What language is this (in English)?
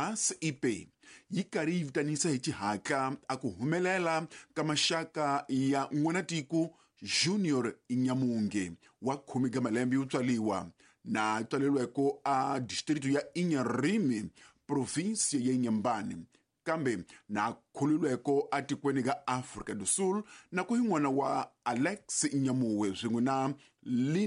Tsonga